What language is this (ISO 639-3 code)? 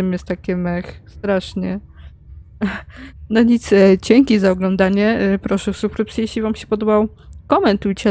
pol